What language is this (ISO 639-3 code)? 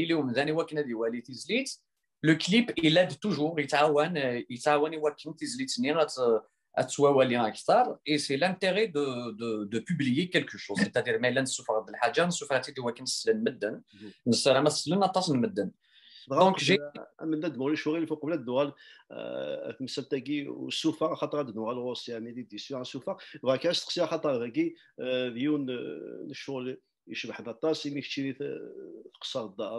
kab